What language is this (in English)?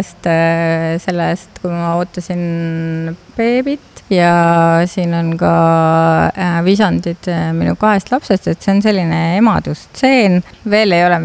Estonian